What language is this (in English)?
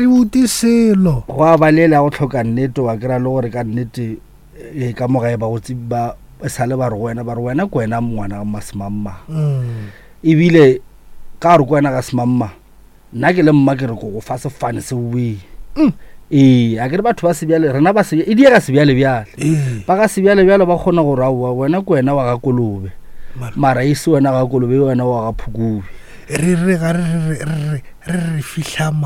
Northern Sotho